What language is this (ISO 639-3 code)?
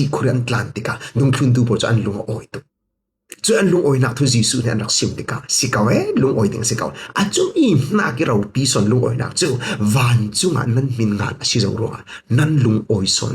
cfm